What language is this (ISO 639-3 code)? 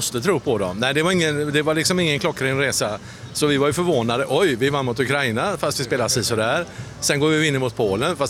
swe